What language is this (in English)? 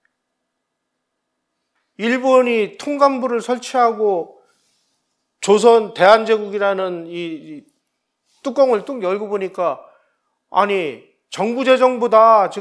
Korean